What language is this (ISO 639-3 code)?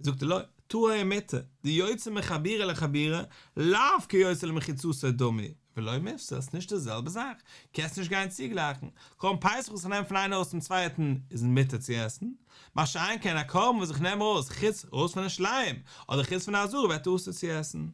yid